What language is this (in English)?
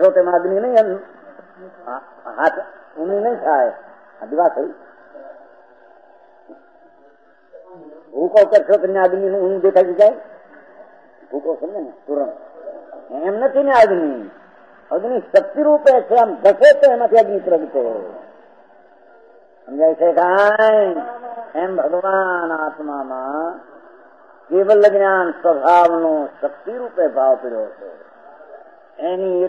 Gujarati